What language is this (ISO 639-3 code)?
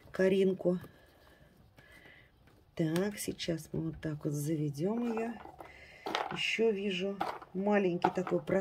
rus